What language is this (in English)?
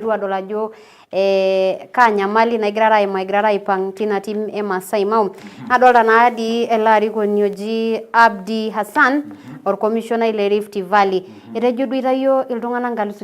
Masai